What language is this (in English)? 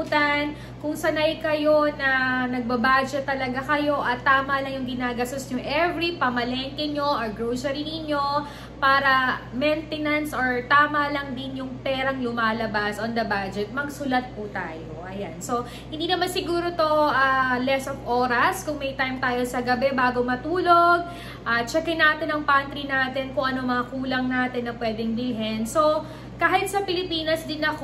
Filipino